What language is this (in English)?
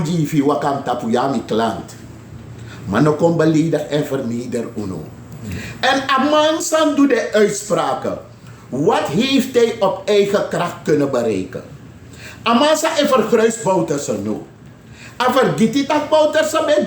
Sranan Tongo